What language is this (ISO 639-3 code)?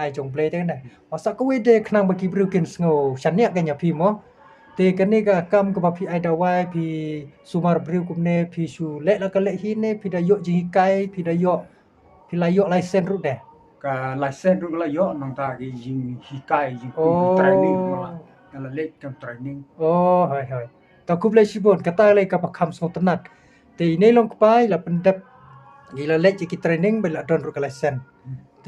kha